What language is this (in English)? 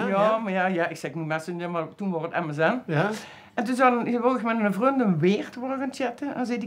Limburgish